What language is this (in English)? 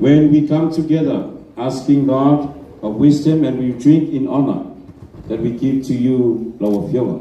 Samoan